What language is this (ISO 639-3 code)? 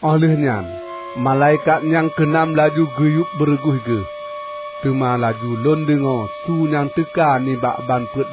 ace